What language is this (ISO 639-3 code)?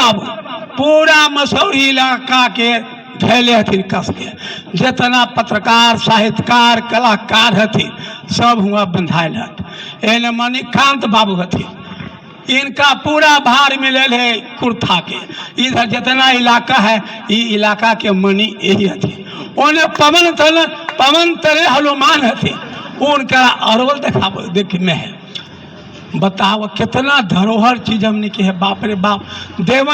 mag